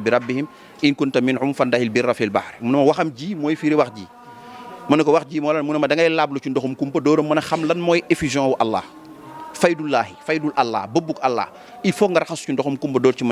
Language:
Wolof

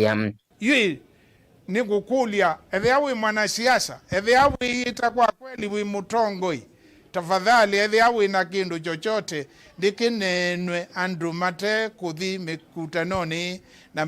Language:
Kamba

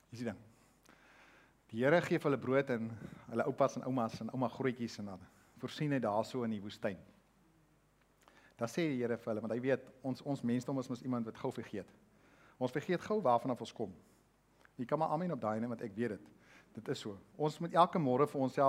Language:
Afrikaans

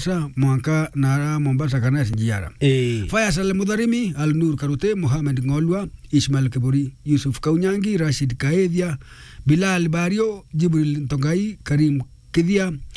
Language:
Meru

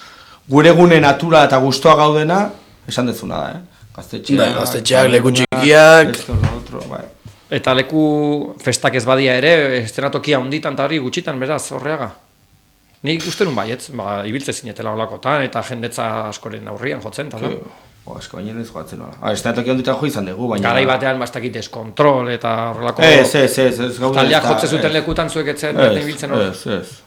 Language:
Basque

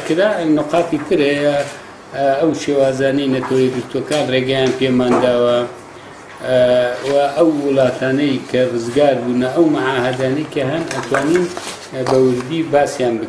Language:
Central Kurdish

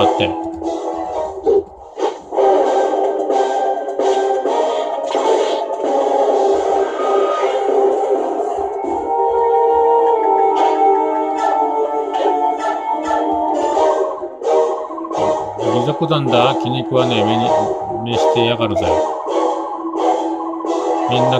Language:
Japanese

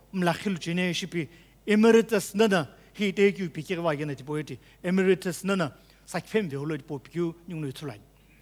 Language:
Sumi Naga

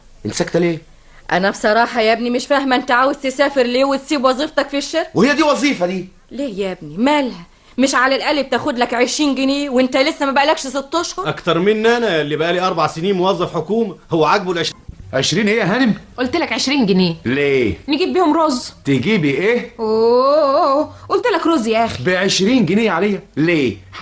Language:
Egyptian Arabic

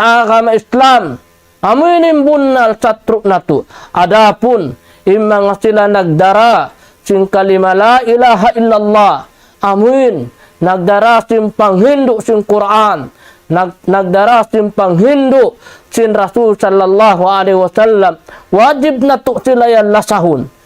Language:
Tausug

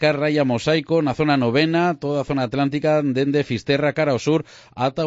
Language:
Galician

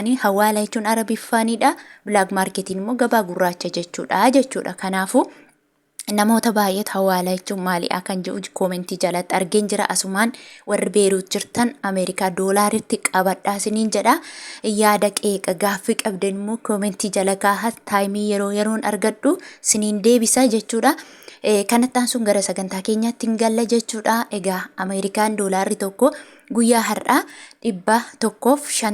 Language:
Oromo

